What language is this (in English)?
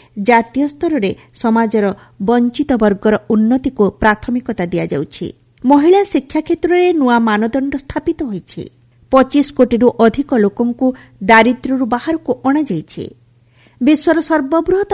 Odia